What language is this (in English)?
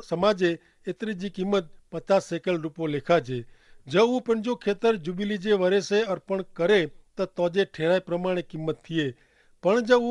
Kachhi